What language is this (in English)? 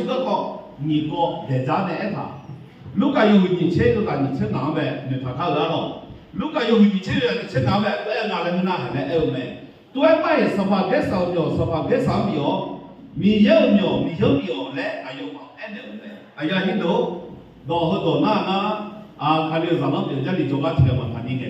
Akha